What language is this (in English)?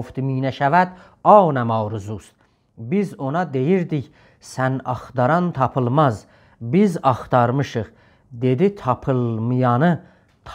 South Azerbaijani